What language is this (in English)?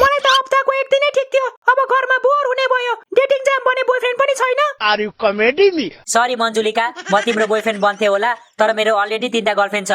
Nepali